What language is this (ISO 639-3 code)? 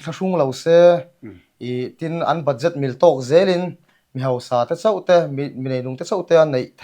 lus